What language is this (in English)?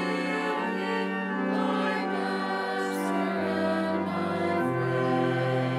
English